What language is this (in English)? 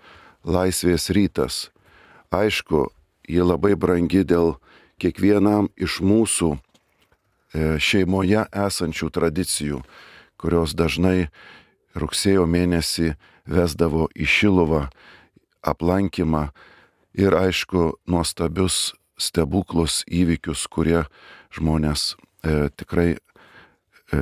Lithuanian